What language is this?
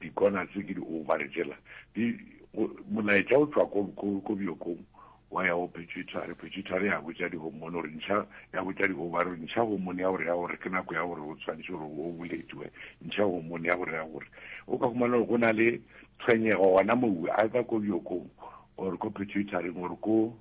Northern Sotho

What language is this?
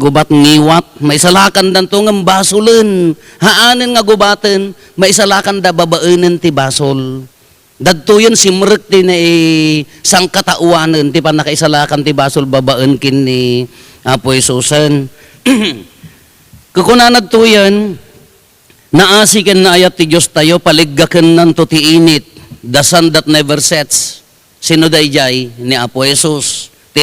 Iloko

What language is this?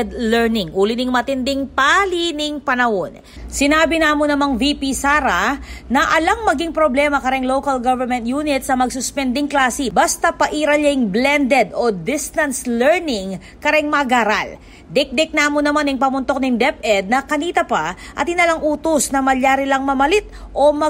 Pampanga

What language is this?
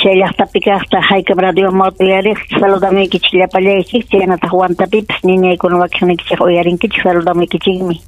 Ayacucho Quechua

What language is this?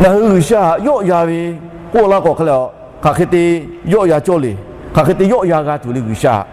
Lahu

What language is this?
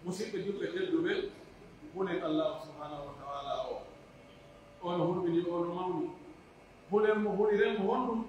Pular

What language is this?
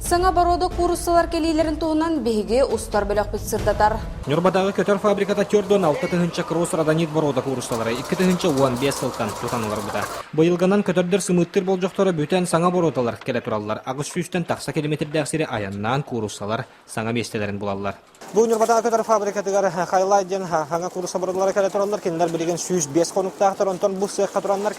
Yakut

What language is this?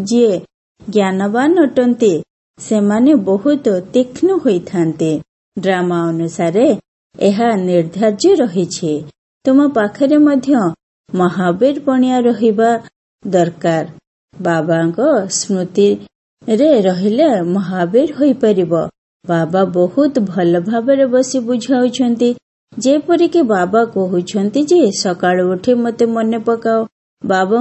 Odia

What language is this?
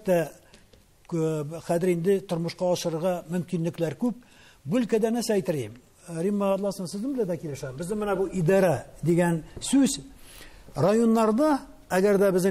Tatar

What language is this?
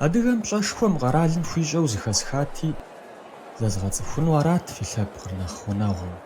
Kabardian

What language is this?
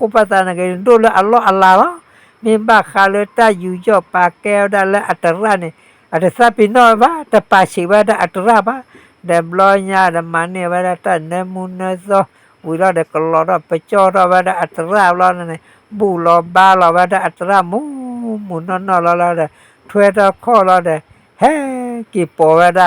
S'gaw Karen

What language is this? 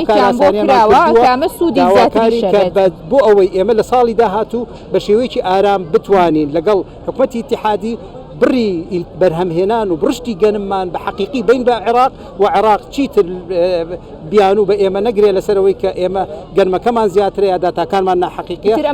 Central Kurdish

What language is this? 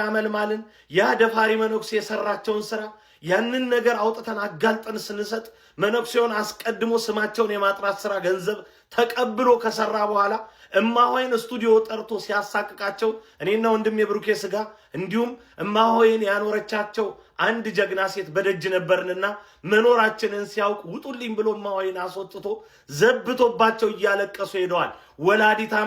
Amharic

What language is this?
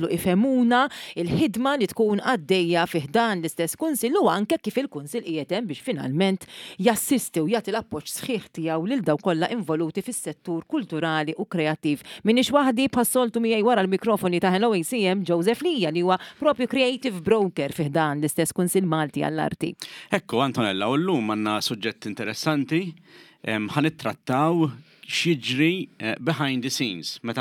Maltese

